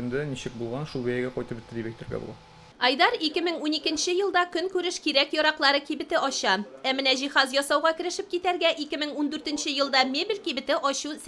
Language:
Tatar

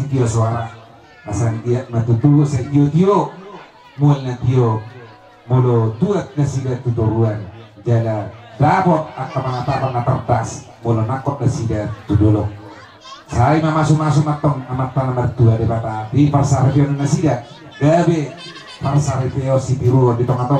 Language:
Batak Toba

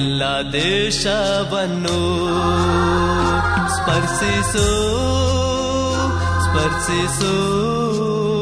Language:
Kannada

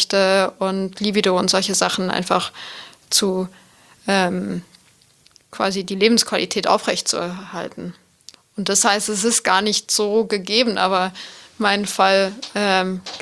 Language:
German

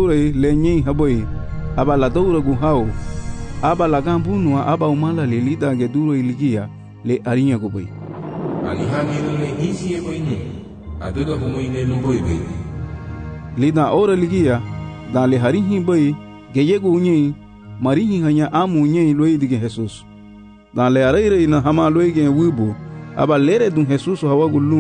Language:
Garifuna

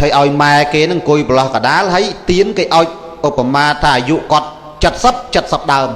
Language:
Khmer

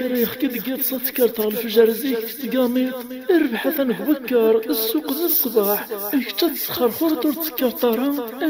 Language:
Kabyle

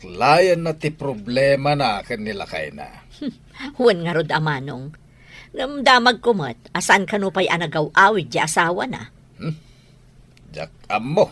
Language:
Iloko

